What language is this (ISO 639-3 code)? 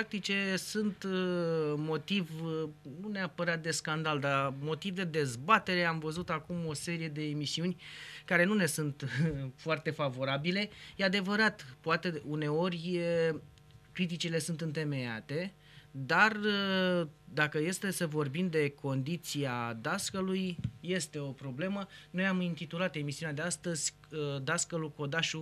ron